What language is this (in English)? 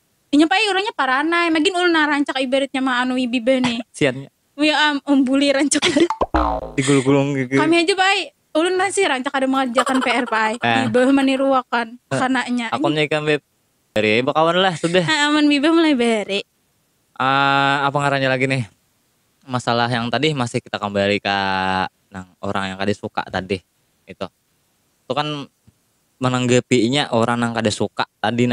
Banjar